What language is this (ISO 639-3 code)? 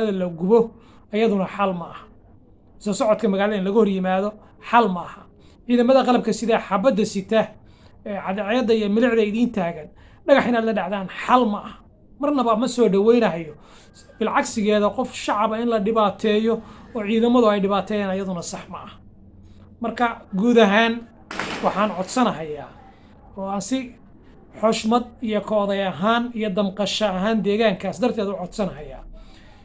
som